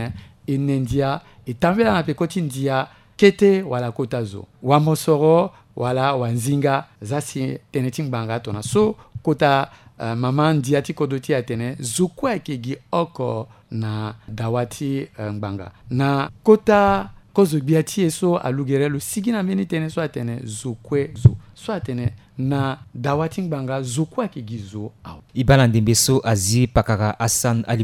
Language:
Sango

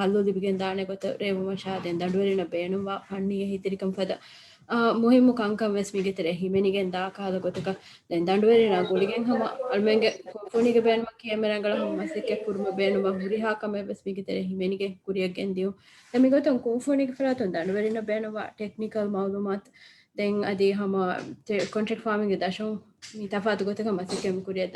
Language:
Divehi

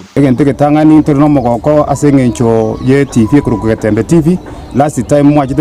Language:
Gusii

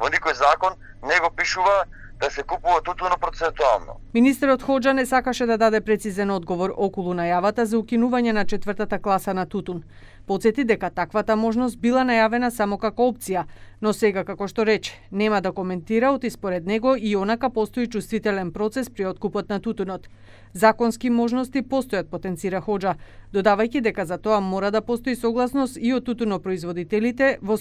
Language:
Macedonian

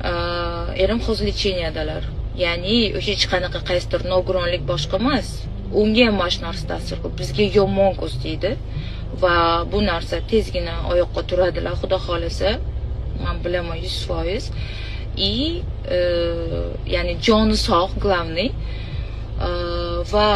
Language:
Uzbek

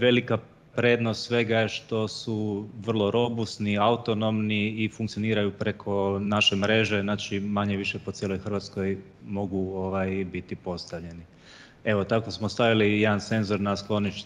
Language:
Croatian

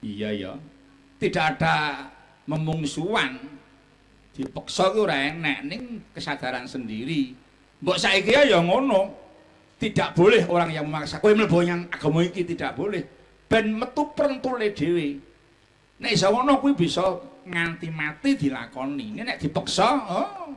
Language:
Javanese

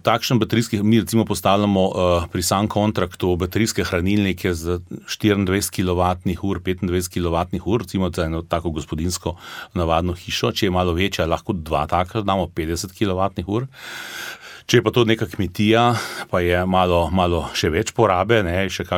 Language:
Slovenian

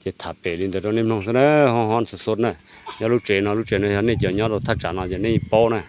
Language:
Hmong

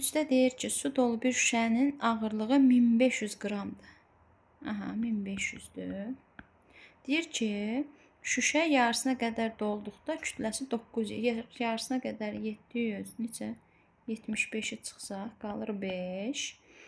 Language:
Azerbaijani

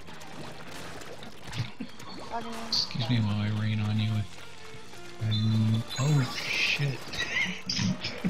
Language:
English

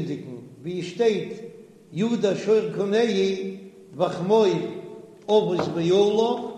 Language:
Yiddish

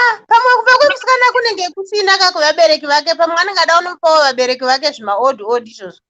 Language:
Shona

